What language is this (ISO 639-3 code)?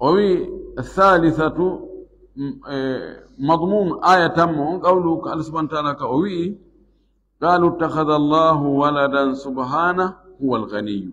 ful